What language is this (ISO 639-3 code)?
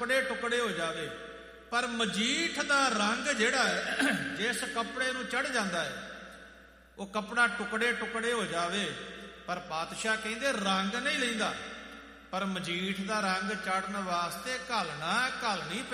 pan